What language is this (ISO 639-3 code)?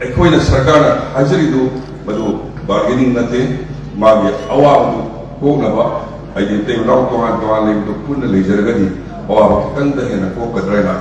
mni